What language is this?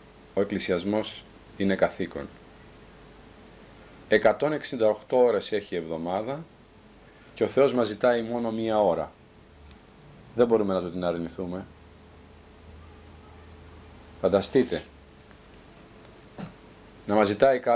Greek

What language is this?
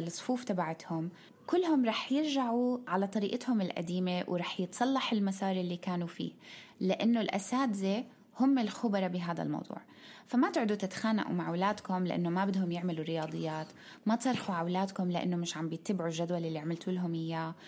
North Levantine Arabic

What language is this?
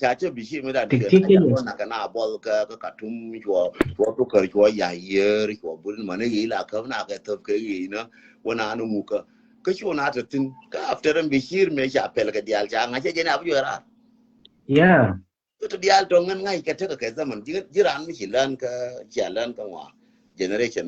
Nuer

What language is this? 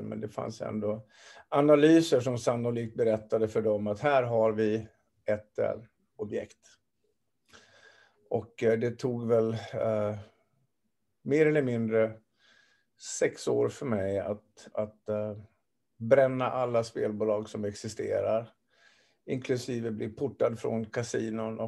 Swedish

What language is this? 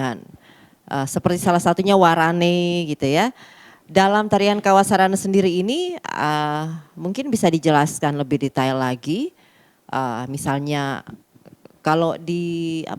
Manado Malay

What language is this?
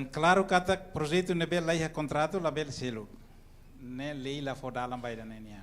Tetum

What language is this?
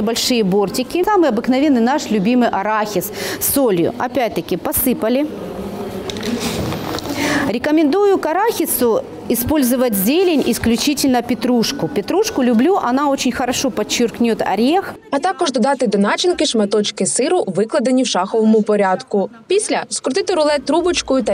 Ukrainian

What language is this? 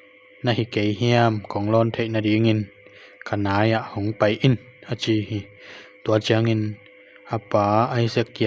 Tedim Chin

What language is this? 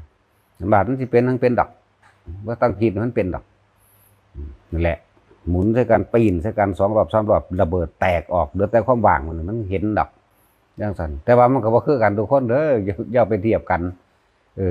Northeastern Thai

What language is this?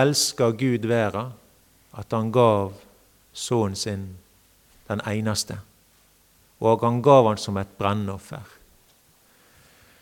Norwegian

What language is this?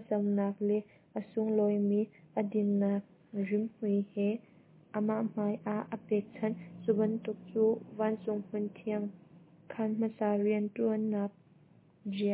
Hakha Chin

